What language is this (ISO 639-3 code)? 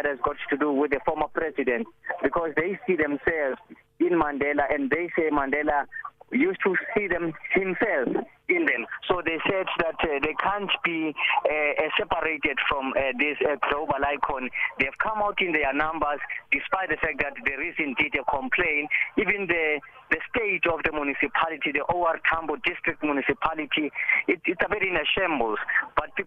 eng